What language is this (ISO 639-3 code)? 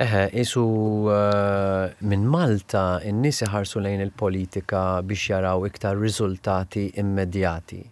mlt